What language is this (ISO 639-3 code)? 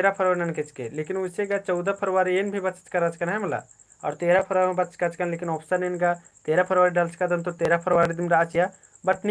kru